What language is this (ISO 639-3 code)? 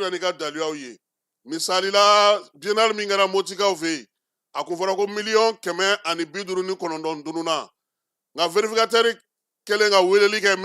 bam